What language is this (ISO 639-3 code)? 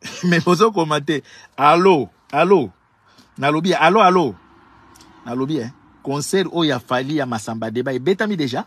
lin